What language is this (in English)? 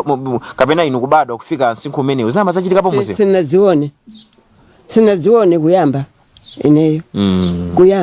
Nyanja